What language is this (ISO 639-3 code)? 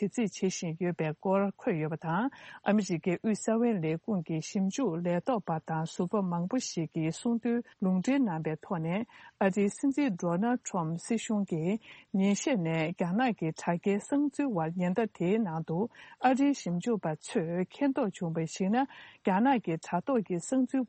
bod